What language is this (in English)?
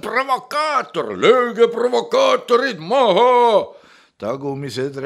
Estonian